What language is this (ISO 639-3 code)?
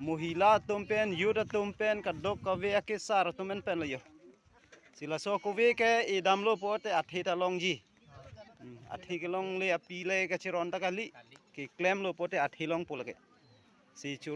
mjw